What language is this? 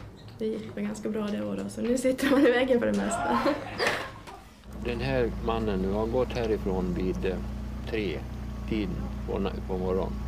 Swedish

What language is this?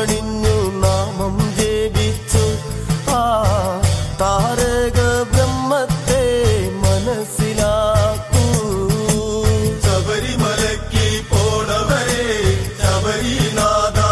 Malayalam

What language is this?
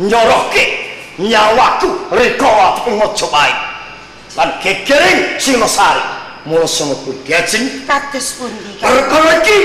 Javanese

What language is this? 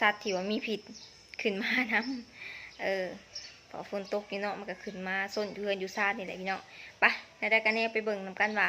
Lao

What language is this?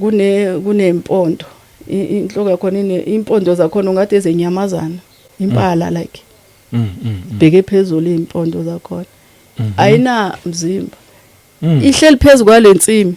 Zulu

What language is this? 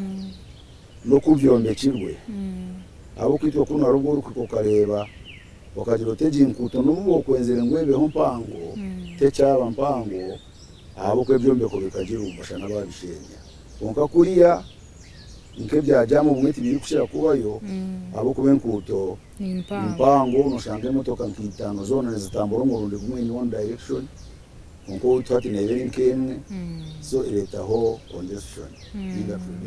Nyankole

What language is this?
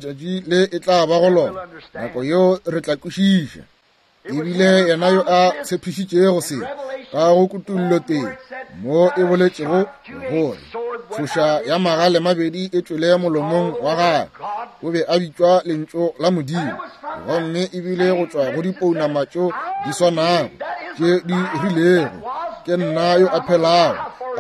Northern Sotho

